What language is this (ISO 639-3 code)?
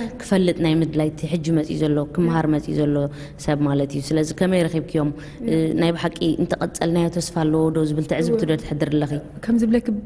tir